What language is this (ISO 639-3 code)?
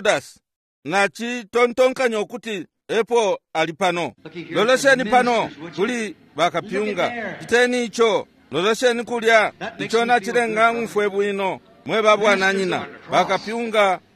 bem